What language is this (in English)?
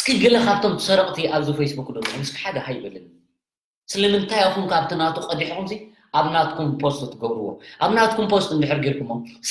Tigrinya